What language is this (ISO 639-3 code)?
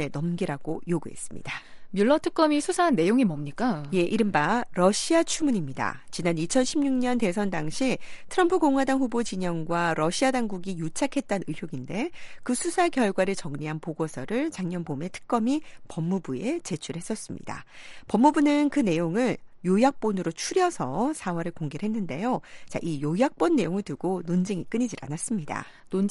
kor